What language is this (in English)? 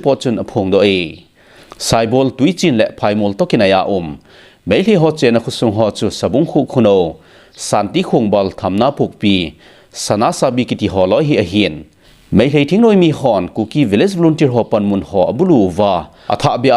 Thado Chin